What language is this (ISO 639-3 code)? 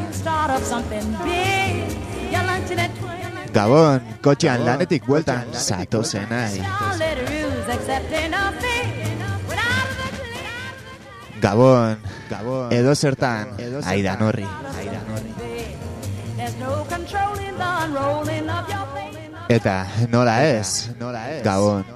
eus